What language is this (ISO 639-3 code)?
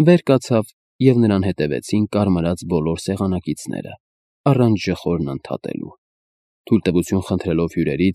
hye